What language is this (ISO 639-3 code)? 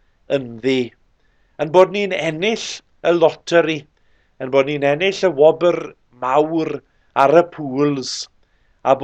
cym